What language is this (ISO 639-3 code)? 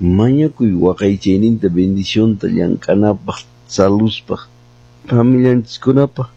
que